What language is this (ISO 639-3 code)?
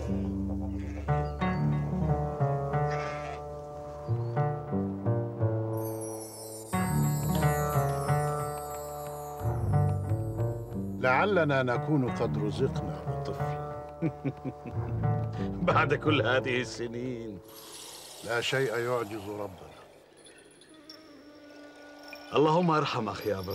ara